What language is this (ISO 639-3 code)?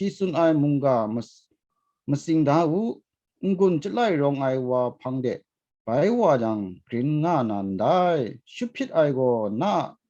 kac